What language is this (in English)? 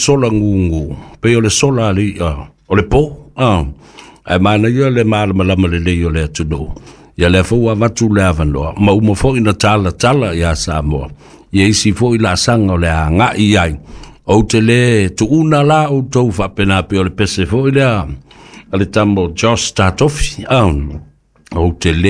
Samoan